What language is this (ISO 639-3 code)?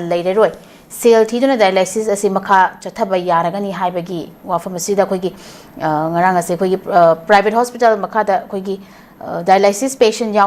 mni